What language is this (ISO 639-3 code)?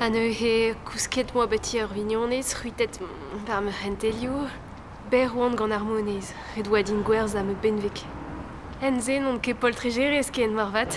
bre